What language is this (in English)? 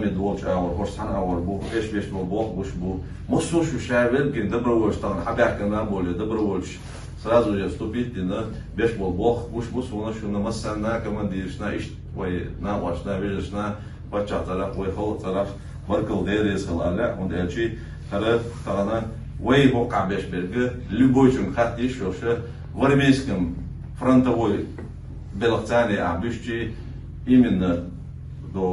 Chechen